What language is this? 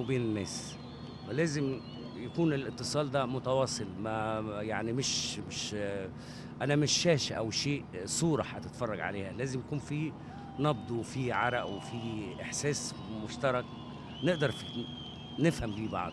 Egyptian Arabic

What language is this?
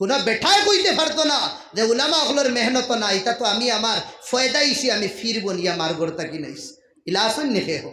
Sylheti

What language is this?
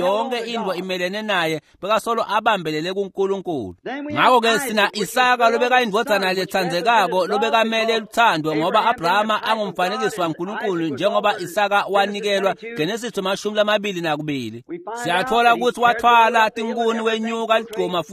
Swati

